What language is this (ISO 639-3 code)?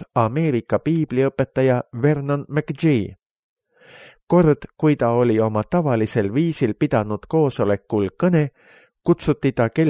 est